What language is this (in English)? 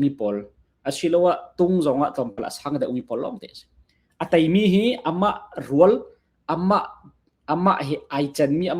Hakha Chin